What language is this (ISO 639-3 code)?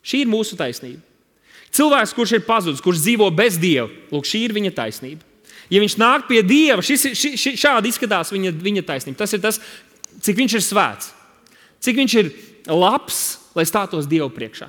lav